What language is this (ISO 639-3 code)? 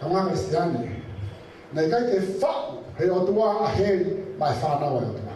ton